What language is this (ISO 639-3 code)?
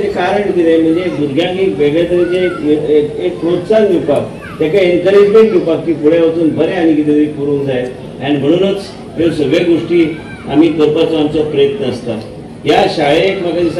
kok